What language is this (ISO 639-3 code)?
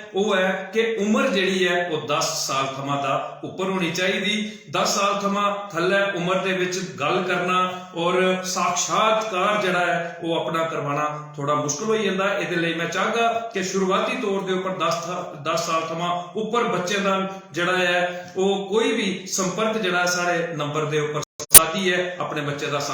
doi